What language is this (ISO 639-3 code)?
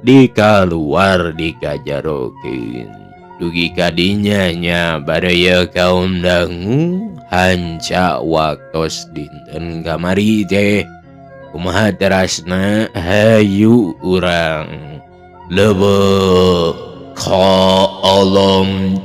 sun